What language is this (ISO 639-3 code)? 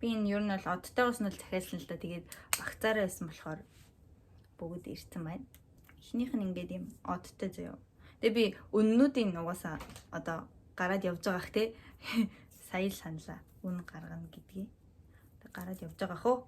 mon